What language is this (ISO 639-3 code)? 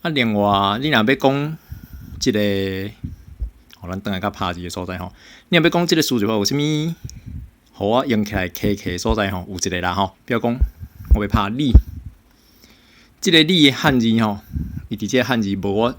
nan